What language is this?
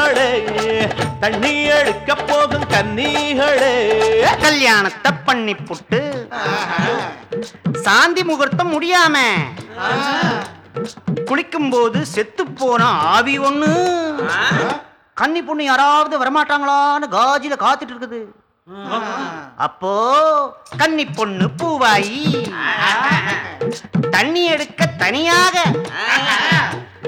Tamil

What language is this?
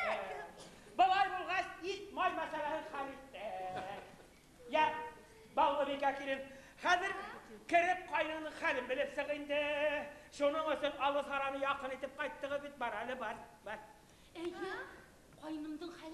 Bashkir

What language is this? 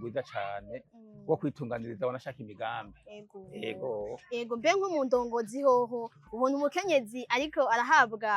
Rundi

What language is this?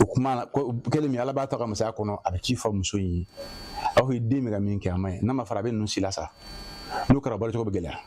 Bambara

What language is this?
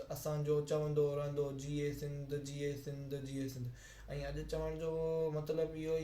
Sindhi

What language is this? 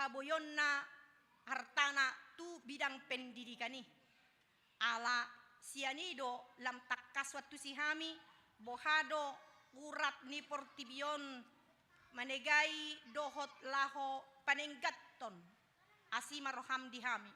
Batak Toba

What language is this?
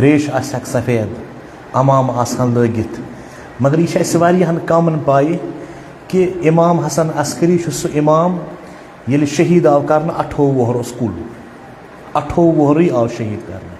Kashmiri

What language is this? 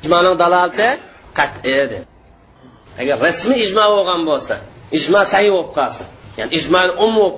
Uyghur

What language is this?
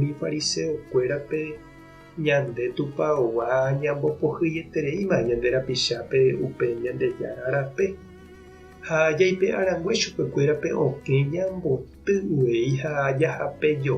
Guarani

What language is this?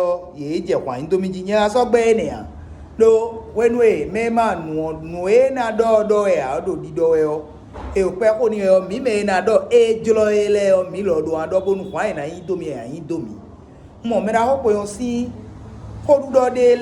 Fon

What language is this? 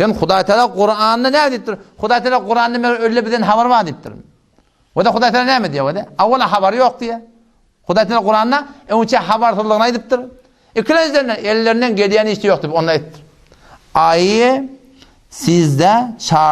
Turkmen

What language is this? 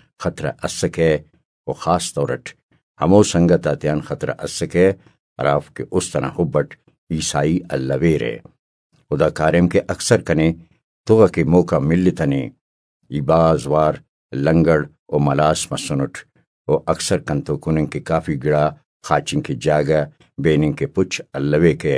Brahui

